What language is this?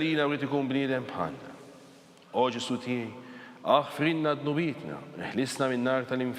Maltese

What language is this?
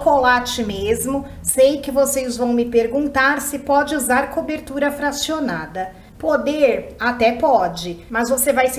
Portuguese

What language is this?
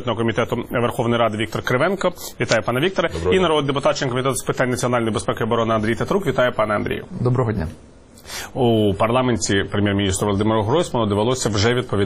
Ukrainian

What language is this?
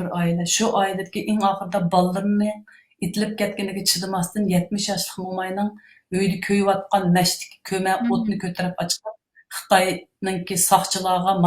Uyghur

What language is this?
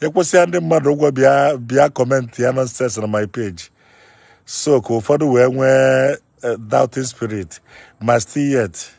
Igbo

